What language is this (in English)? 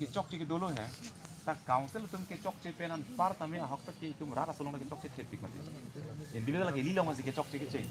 Karbi